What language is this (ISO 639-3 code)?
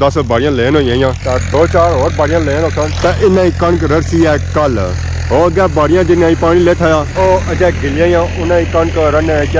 phr